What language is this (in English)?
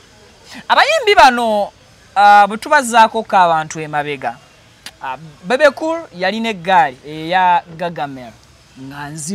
Ganda